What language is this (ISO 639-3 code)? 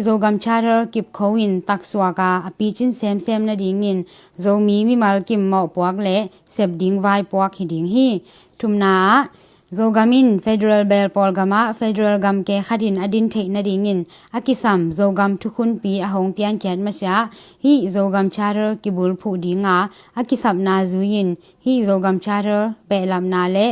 ctd